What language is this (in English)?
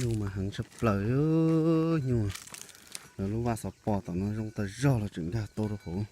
Hmong